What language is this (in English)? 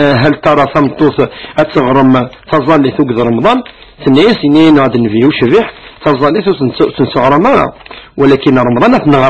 Kabyle